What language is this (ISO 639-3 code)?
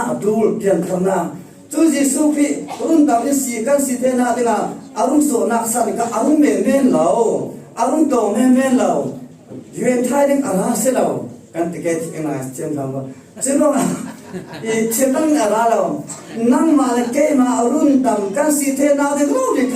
cfm